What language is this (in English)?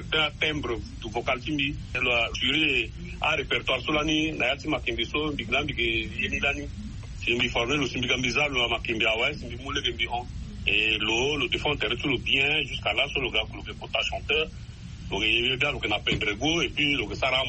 Sango